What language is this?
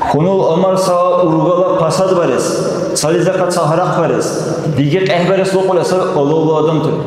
Dargwa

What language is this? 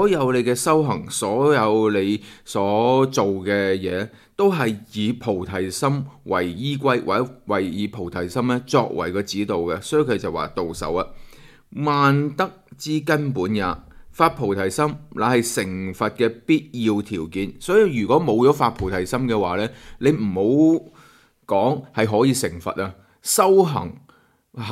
Cantonese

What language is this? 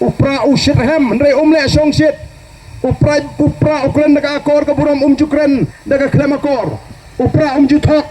Khasi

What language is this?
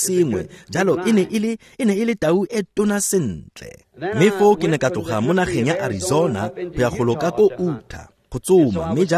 Tswana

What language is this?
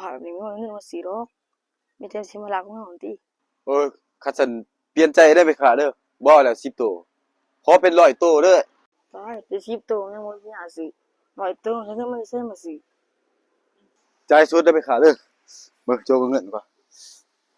Lao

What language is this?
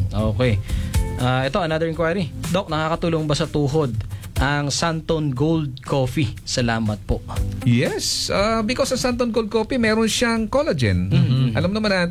Filipino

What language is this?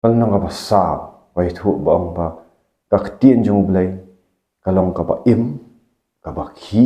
Khasi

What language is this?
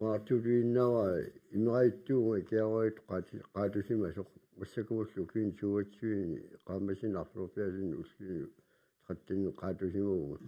Kalaallisut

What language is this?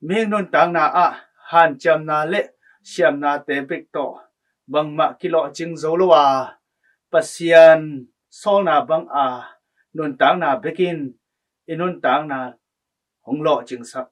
Tedim Chin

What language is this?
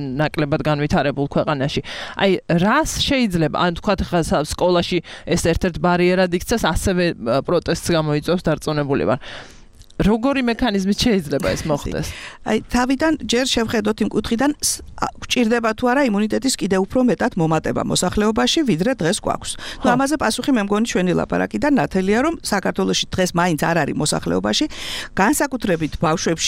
Georgian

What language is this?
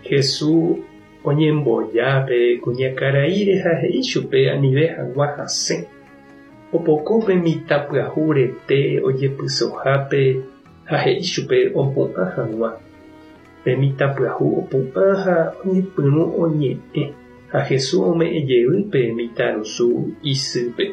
Guarani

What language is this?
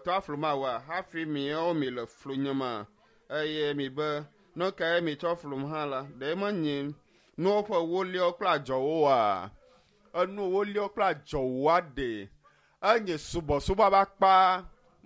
Ewe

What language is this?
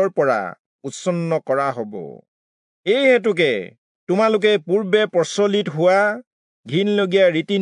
Assamese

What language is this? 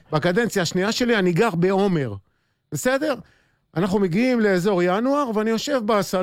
Hebrew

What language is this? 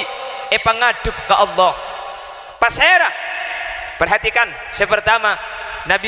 Madurese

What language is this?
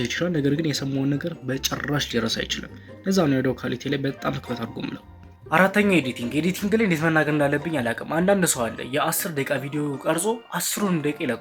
Amharic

